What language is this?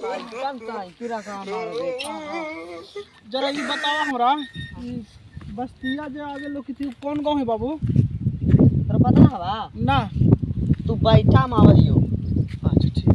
Magahi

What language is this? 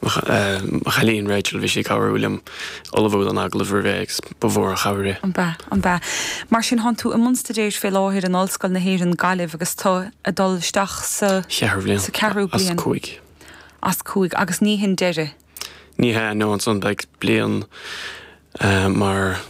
Irish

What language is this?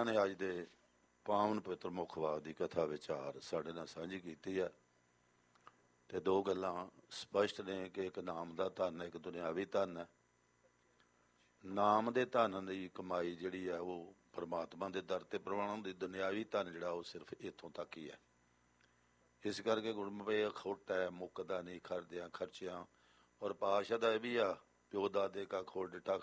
Punjabi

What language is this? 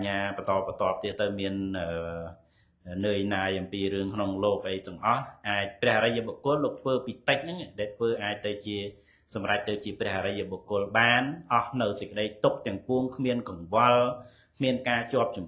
Khmer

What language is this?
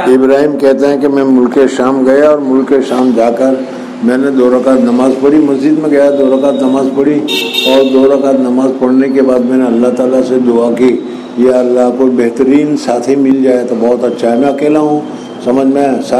Urdu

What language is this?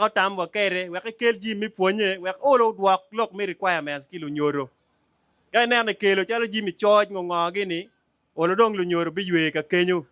Acoli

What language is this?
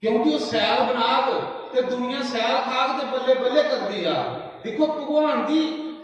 Dogri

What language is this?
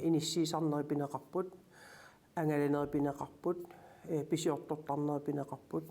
Kalaallisut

